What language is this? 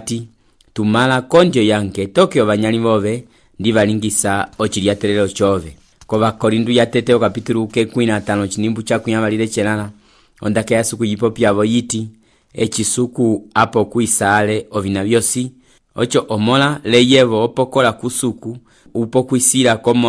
Umbundu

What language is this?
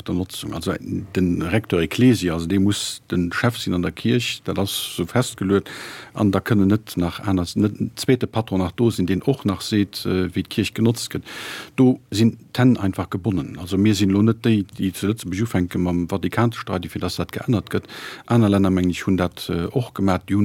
Luxembourgish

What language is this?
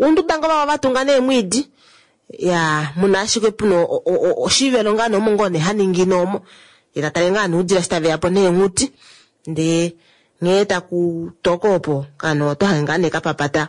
Kuanyama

